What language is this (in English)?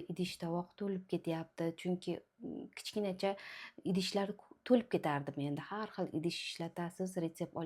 Uzbek